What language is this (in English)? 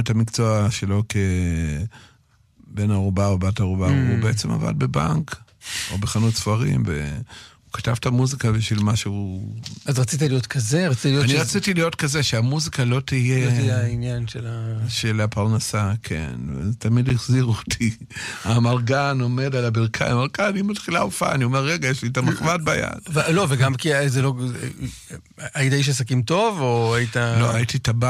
Hebrew